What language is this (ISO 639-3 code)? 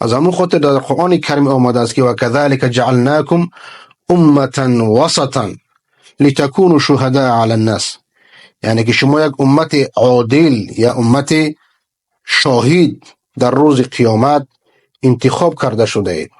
fas